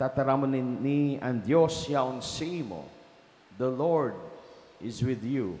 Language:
Bikol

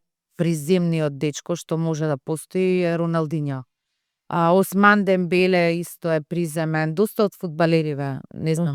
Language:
Macedonian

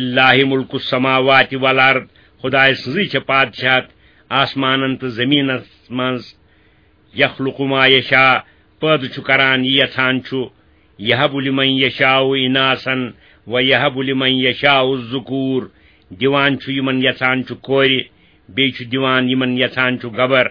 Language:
Kashmiri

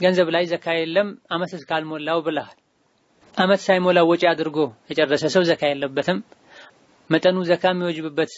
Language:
Amharic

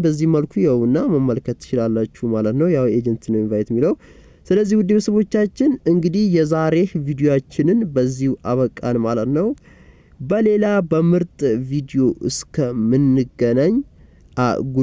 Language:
Amharic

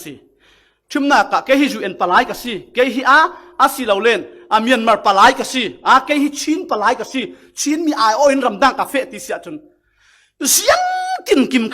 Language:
Falam Chin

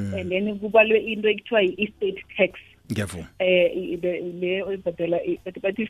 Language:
South Ndebele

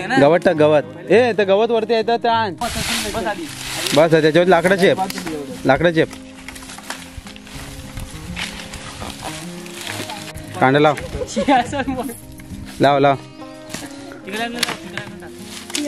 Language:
Marathi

